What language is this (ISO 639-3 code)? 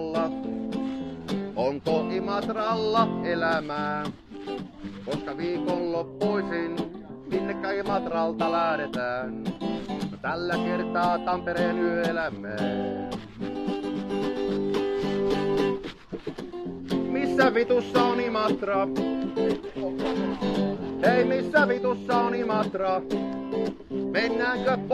fin